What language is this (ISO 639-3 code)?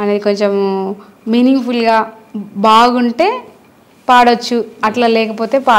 tel